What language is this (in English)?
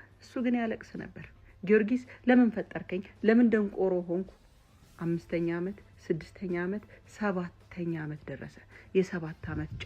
Amharic